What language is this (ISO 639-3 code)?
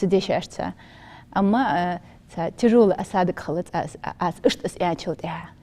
inh